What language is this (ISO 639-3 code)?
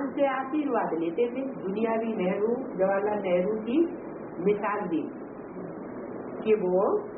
hin